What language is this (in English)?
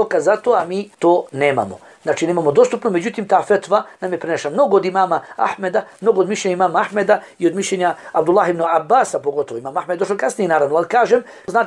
Bosnian